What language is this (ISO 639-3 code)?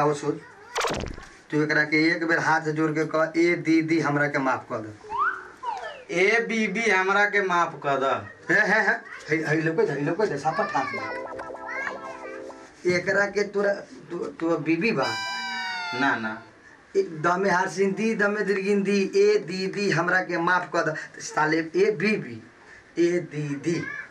bho